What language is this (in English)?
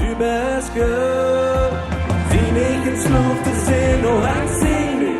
Plautdietsch